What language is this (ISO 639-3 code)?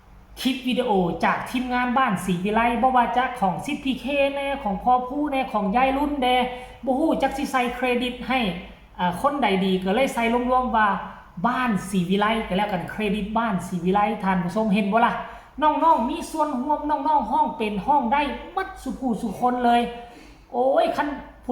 tts